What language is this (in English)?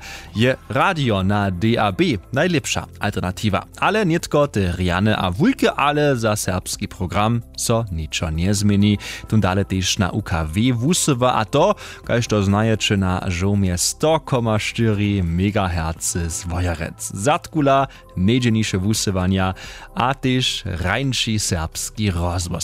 Upper Sorbian